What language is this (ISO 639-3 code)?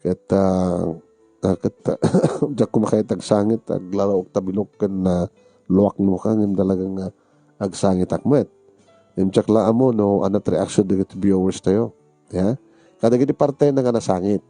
ilo